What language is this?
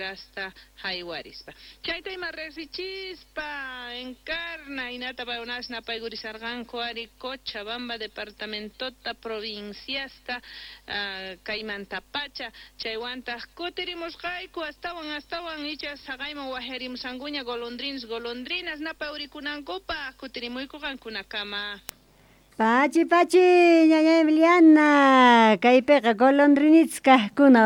South Bolivian Quechua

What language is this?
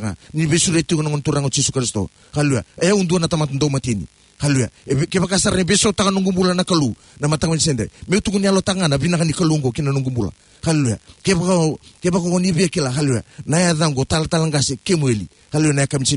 Fijian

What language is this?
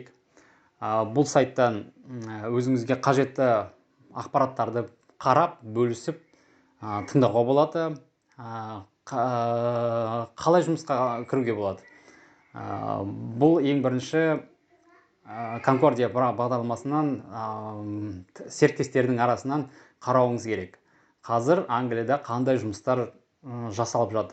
Kazakh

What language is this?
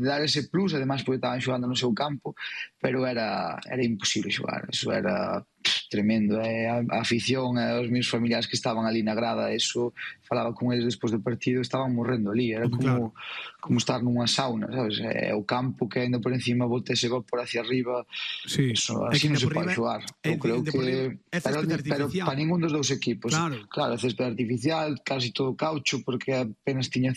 Galician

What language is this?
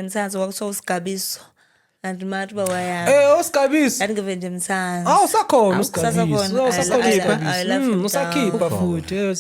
Zulu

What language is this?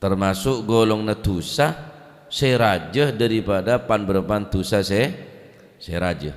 Madurese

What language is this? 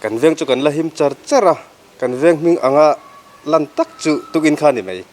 Mizo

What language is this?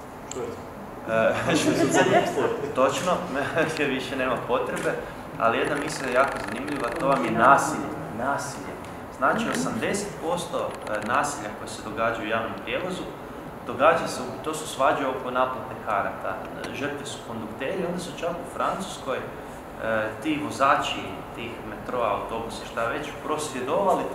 Croatian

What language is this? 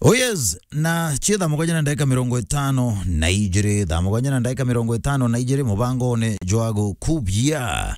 Meru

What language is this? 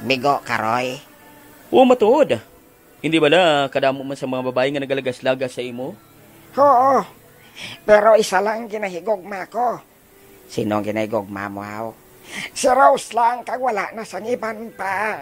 Hiligaynon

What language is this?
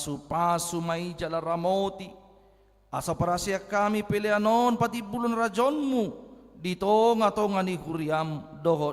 Batak Toba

